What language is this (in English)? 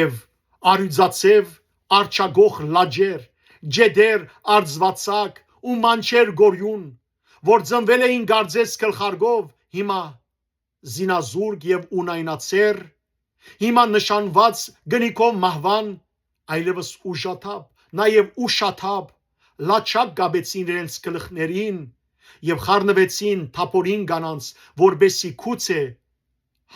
Western Armenian